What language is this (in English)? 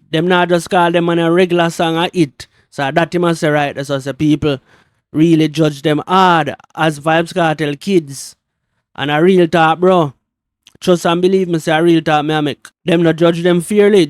Jamaican Creole English